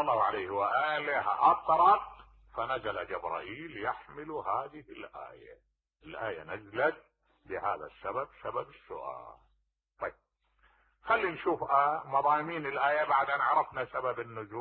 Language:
Mesopotamian Arabic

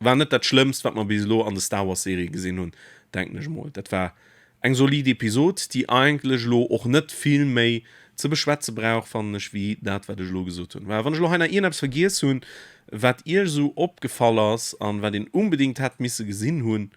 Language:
Luxembourgish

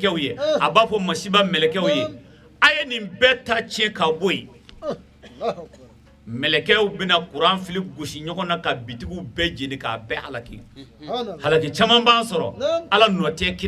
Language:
Bambara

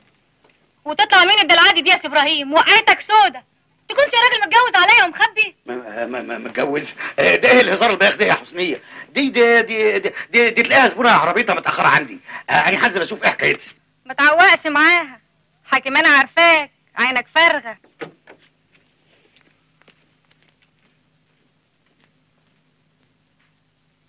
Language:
Egyptian Arabic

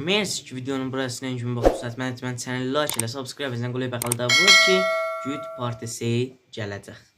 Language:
South Azerbaijani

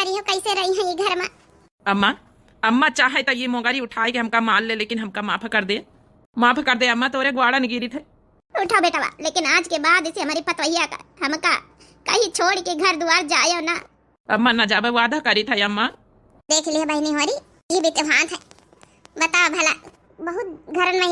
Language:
Awadhi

